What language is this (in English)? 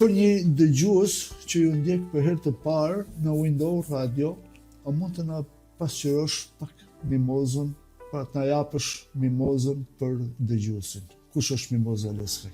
Albanian